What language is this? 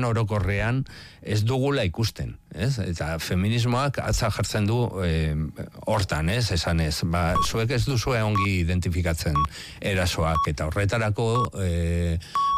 Basque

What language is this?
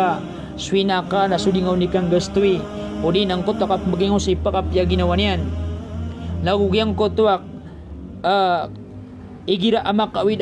Maranao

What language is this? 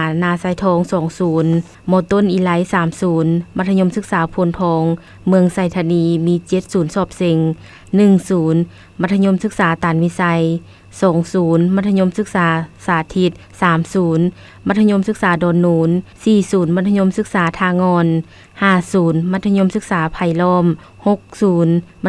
Lao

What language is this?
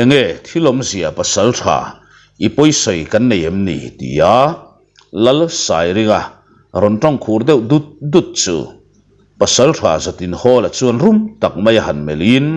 Mizo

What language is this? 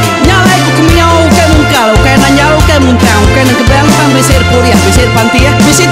Iban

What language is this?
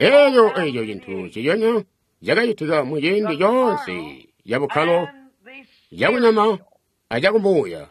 Tonga (Zambia)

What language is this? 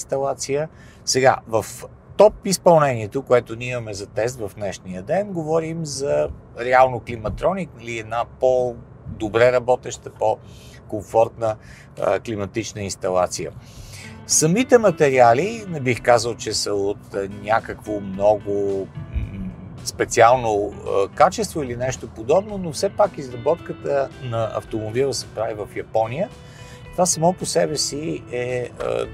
Bulgarian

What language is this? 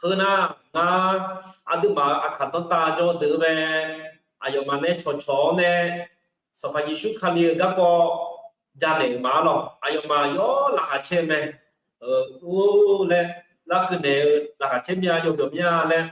Akha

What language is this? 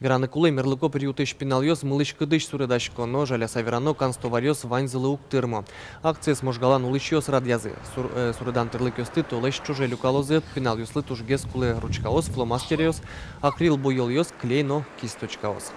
Udmurt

